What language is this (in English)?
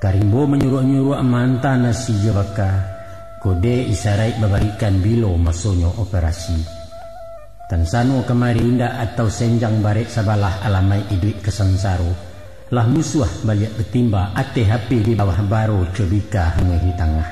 Minangkabau